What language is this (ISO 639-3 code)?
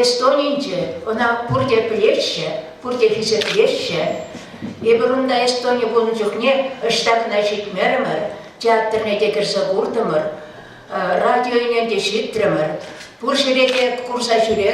chv